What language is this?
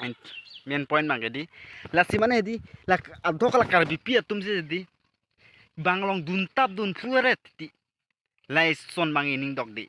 Karbi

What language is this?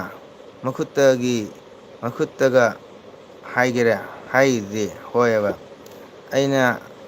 Manipuri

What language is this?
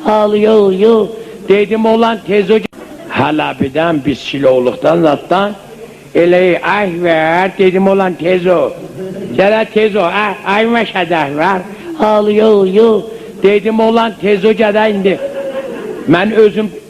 South Azerbaijani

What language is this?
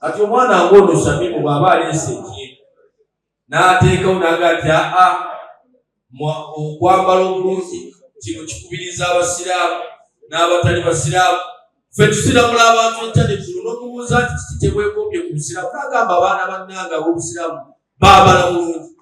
Ganda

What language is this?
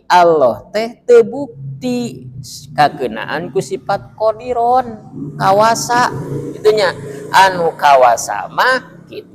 Sundanese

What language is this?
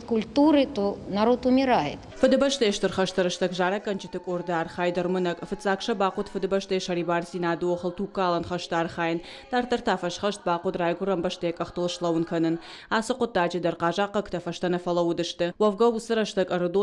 Ossetic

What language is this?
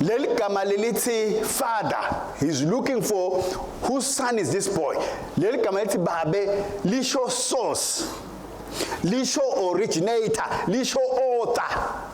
Swati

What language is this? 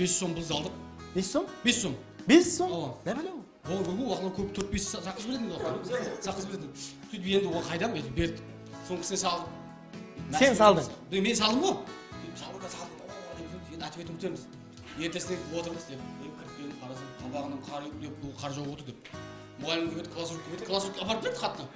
Kara-Kalpak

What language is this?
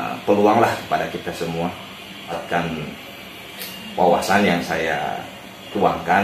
Indonesian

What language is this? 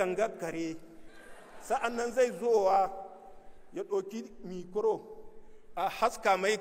Hausa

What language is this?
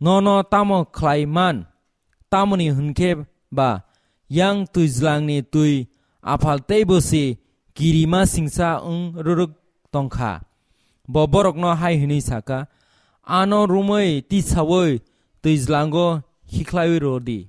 Kok Borok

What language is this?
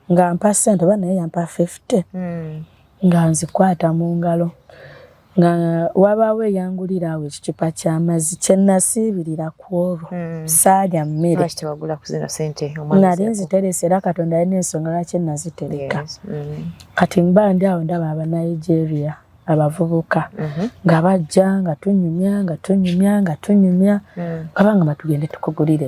Ganda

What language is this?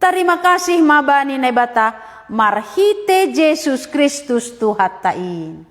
Batak Simalungun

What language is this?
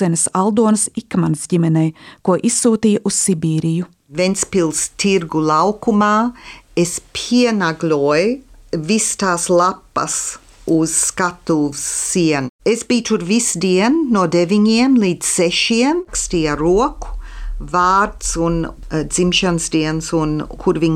Latvian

